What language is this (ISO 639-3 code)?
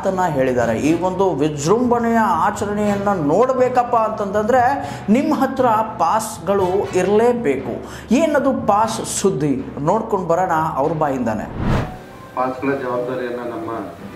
kan